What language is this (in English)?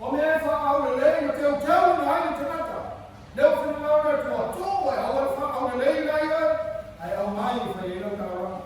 Samoan